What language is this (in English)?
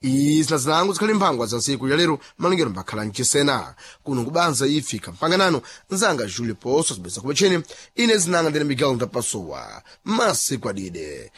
Sena